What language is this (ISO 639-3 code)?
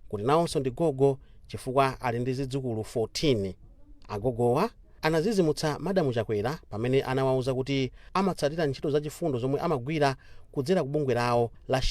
nya